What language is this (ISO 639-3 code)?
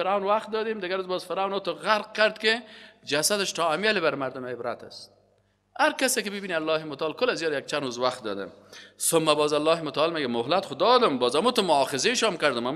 fas